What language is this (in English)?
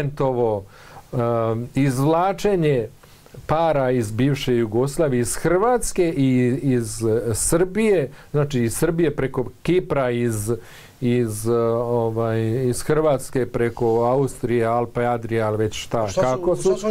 Bosnian